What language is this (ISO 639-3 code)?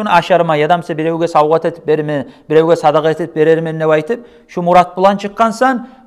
kum